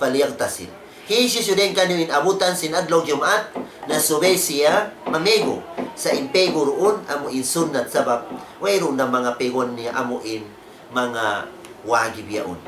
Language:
Tausug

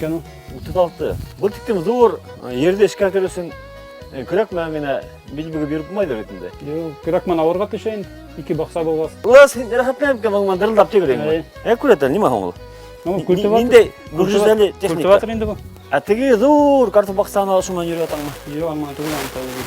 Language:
Bashkir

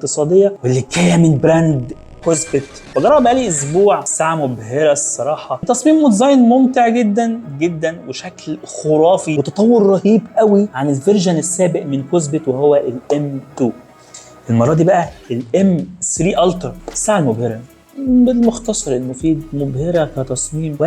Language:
Egyptian Arabic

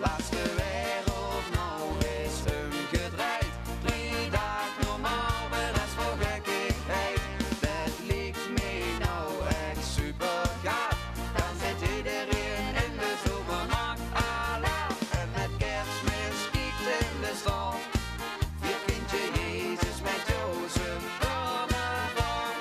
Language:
Limburgish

